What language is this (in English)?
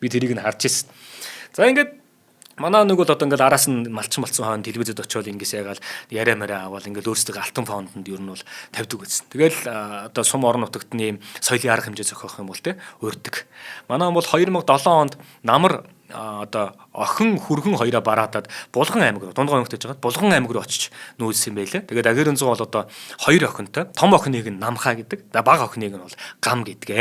Mongolian